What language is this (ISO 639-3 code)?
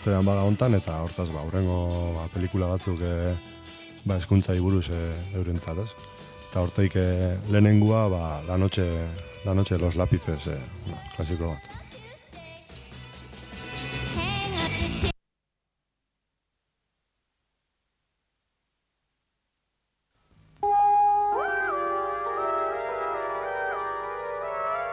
eus